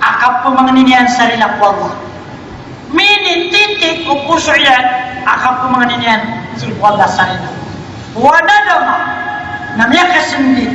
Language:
Maranao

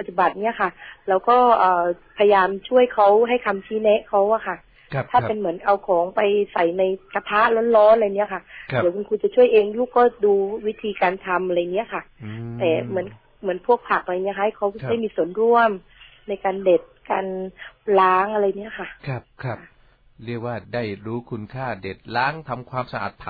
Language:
Thai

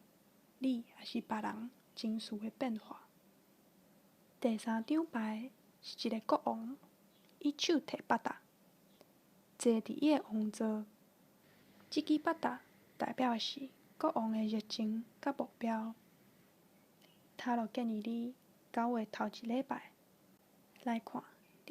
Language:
Min Nan Chinese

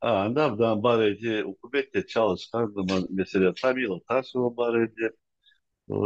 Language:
Crimean Tatar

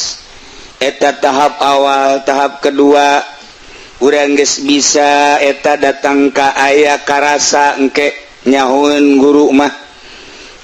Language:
Sundanese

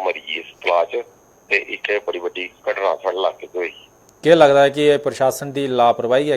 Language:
Dogri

